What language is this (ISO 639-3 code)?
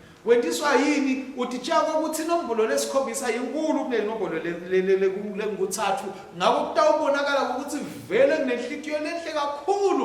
ssw